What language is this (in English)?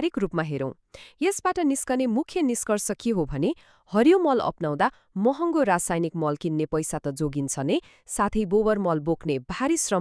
Nepali